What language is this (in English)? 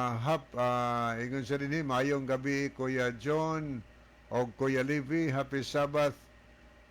Cebuano